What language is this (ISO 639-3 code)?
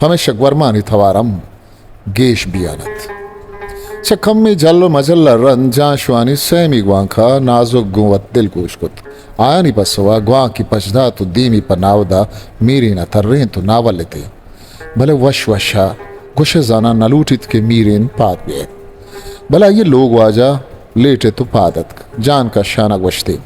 bgp